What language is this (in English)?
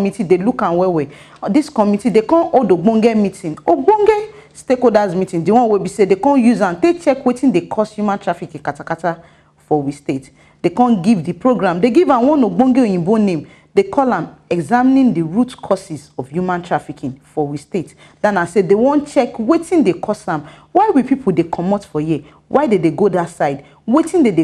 Nigerian Pidgin